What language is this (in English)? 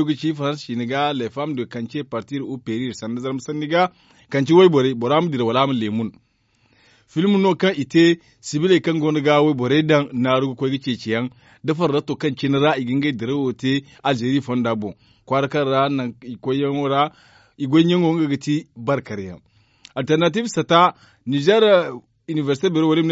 Zarma